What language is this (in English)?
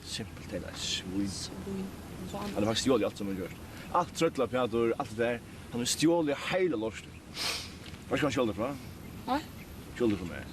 Faroese